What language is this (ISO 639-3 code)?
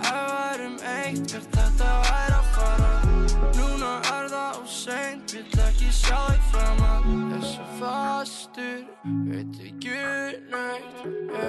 isl